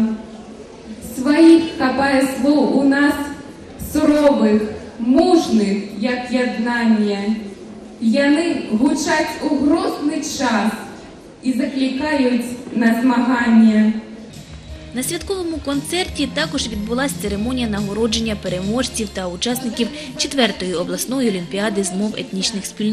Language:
Ukrainian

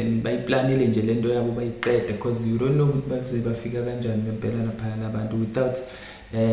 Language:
Zulu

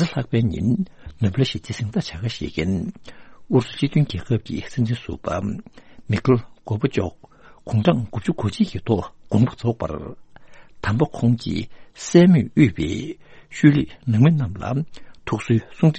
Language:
Tibetan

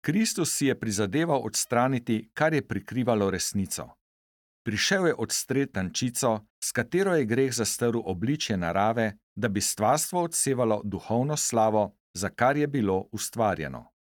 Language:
Slovenian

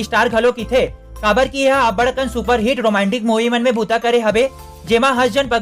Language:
Chhattisgarhi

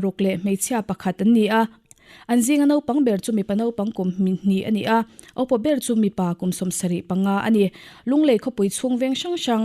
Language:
Mizo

